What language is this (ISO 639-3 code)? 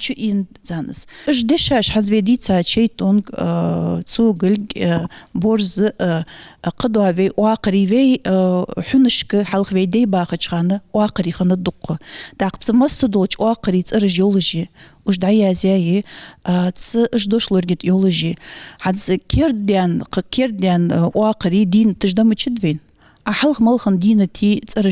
inh